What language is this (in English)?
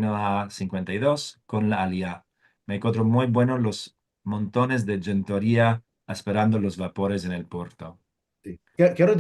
Ladino